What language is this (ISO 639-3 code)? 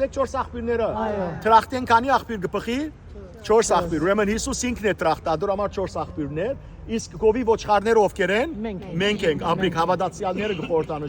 hyw